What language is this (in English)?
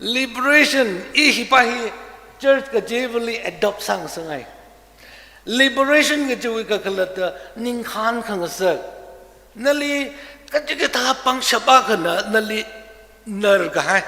Tangkhul Naga (India)